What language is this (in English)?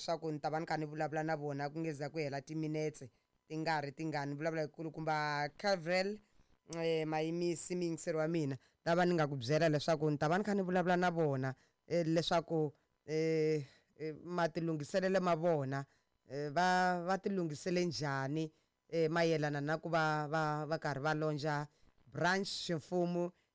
Tsonga